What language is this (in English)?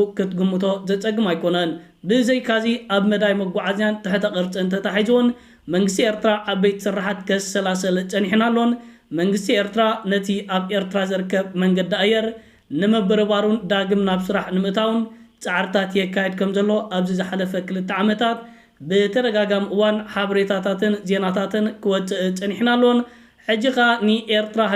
Tigrinya